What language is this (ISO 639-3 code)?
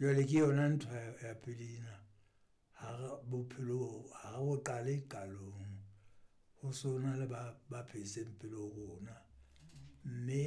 sot